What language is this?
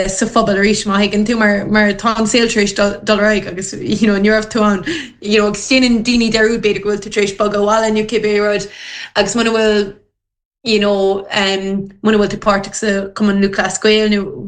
Irish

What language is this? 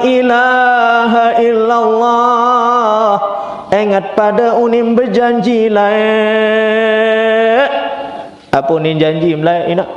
Sasak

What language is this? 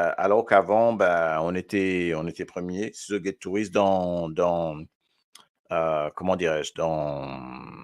Morisyen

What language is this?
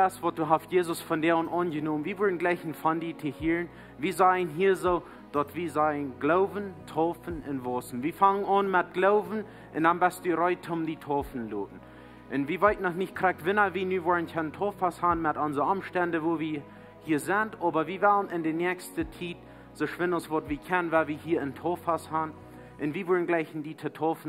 Plautdietsch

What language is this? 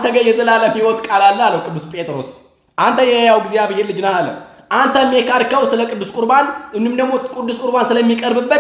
Amharic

